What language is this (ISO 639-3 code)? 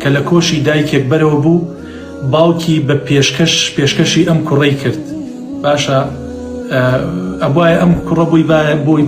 ckb